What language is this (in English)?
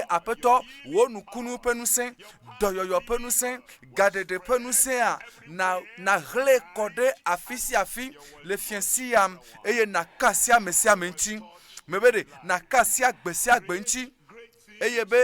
Ewe